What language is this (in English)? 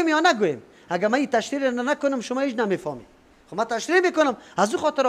Persian